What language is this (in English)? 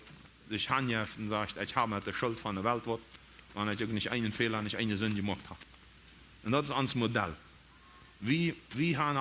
Plautdietsch